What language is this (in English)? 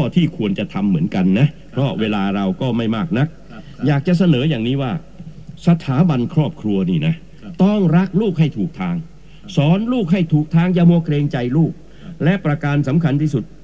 Thai